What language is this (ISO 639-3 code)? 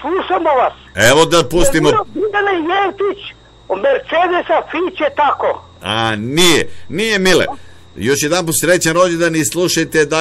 srp